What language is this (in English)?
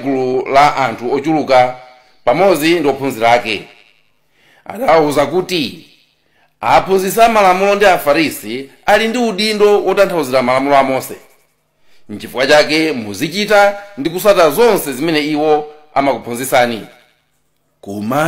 Nyanja